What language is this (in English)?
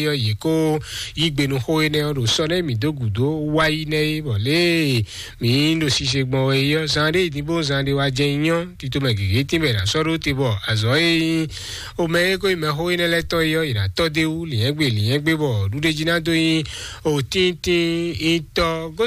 Fon